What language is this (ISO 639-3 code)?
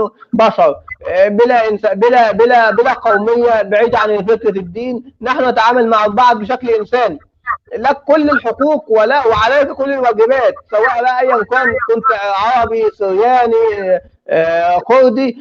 apc